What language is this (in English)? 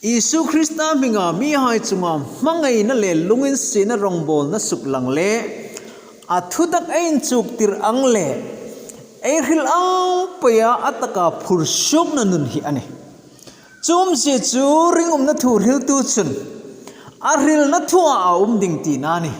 Hmar